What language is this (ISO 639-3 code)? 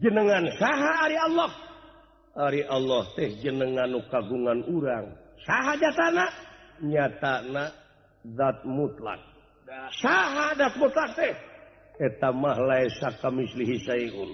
sun